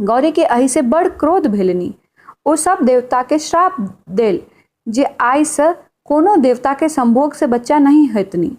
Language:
Maithili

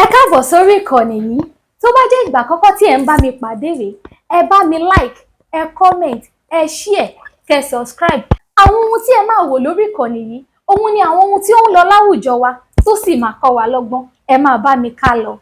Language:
Yoruba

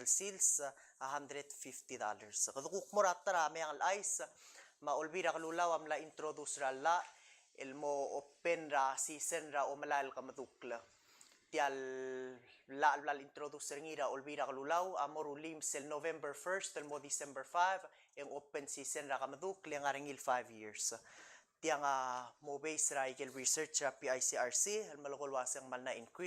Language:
Palauan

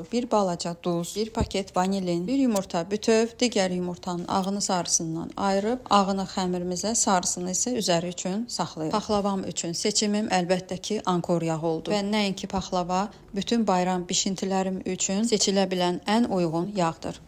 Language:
Azerbaijani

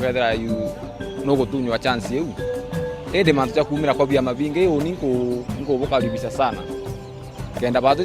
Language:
Meru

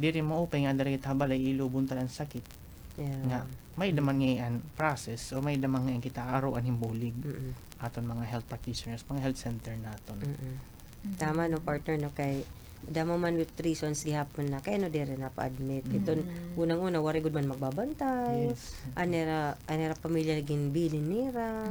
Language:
Waray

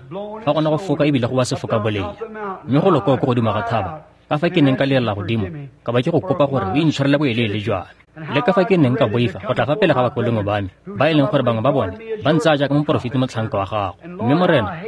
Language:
Tswana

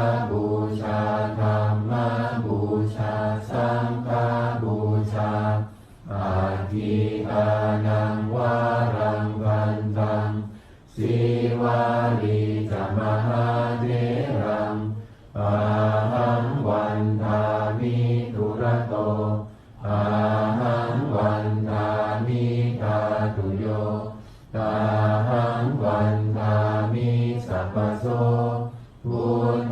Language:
Pali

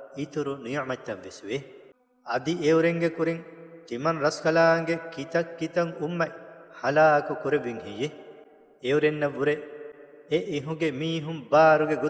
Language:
Divehi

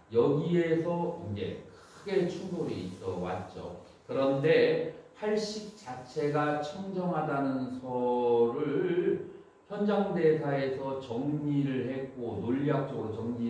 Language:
Korean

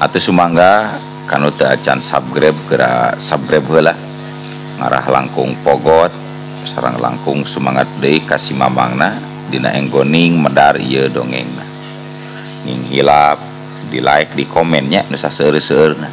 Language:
Sundanese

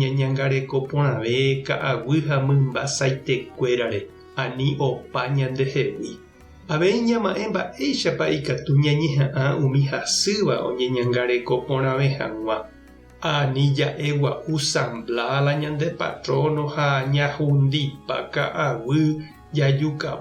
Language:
Guarani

